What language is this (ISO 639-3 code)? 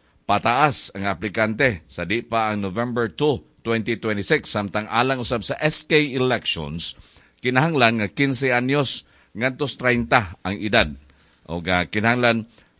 ceb